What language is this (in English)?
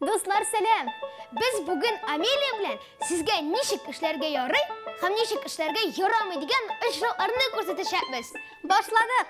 Tatar